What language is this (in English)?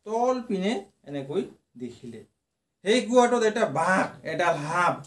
Assamese